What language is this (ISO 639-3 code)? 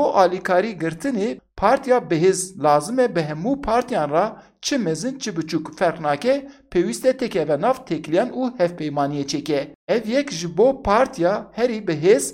kur